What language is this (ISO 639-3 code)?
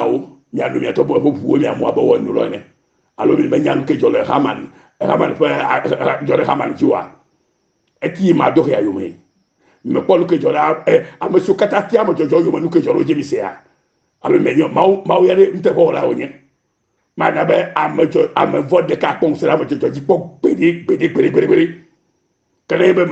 ewe